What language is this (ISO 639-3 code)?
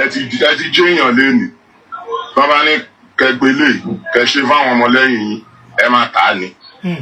yor